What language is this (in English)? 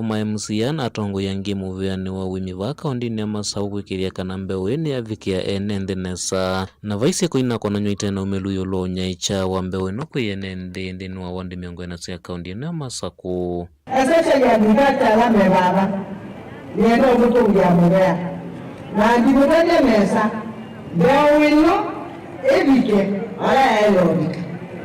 Kamba